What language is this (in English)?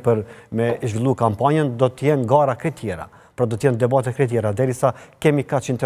Albanian